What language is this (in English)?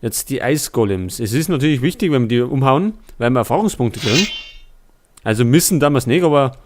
Bavarian